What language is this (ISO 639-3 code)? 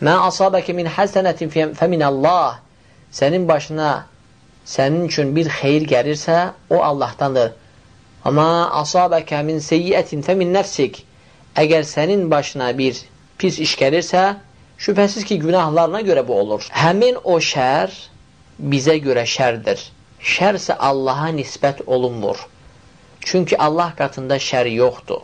aze